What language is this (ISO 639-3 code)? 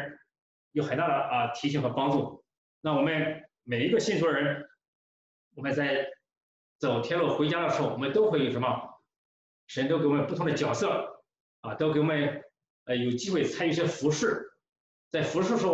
zho